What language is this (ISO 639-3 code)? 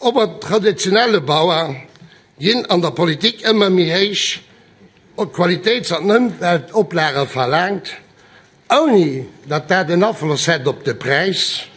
ltz